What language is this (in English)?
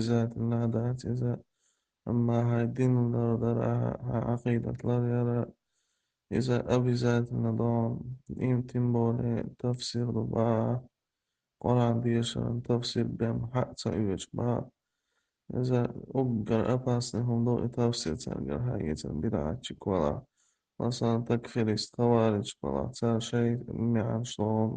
Chechen